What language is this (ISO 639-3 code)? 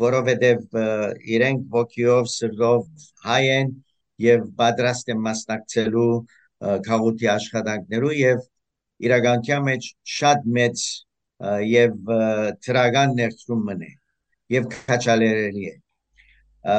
hyw